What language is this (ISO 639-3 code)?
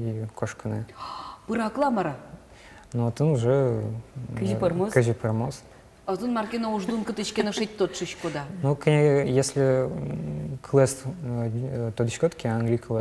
udm